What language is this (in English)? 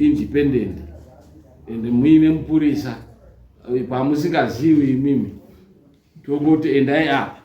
Shona